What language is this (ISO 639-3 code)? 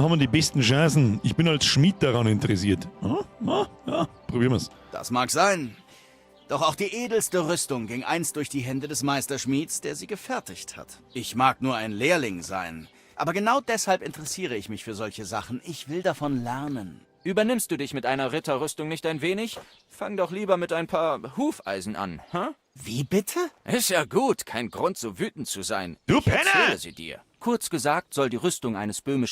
bar